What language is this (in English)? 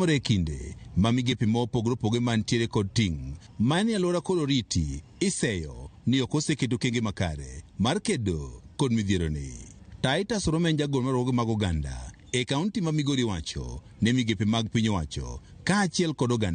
Luo (Kenya and Tanzania)